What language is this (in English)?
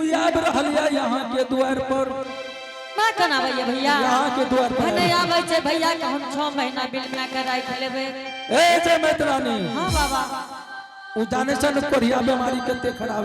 Angika